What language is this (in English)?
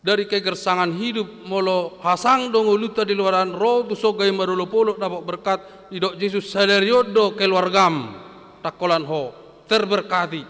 Batak Toba